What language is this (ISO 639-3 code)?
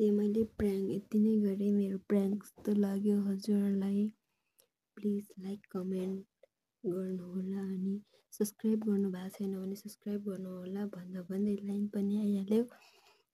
nep